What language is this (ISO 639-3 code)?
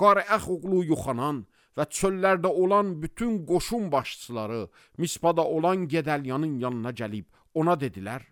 aze